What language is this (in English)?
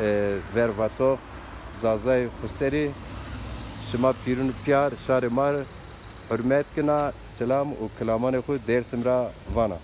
Zaza